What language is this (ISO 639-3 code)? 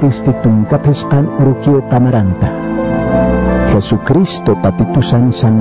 aym